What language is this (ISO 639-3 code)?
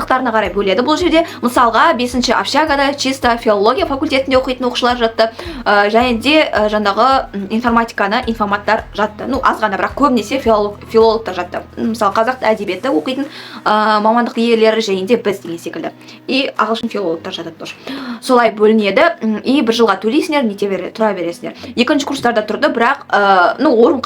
kaz